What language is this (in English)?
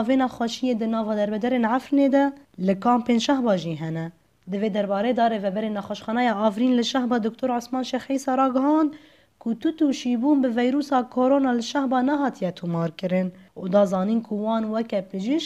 Kurdish